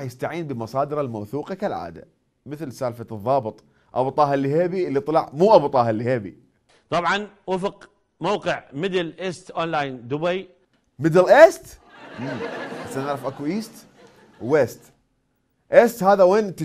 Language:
Mesopotamian Arabic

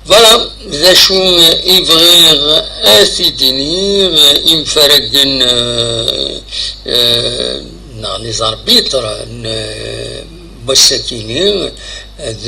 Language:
Kabyle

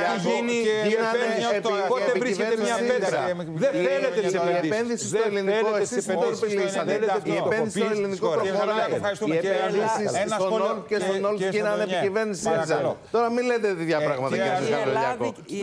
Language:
Greek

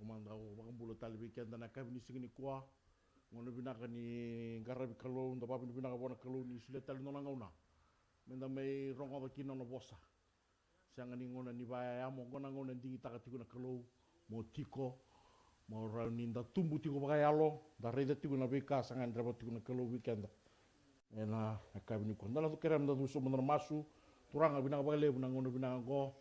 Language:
Fijian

